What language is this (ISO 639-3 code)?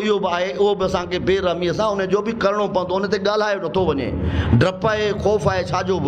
snd